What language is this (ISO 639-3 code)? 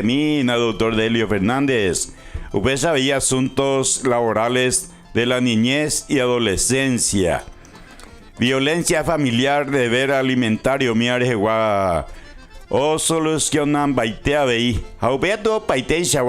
grn